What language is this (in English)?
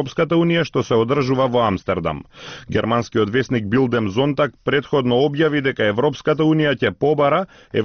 Macedonian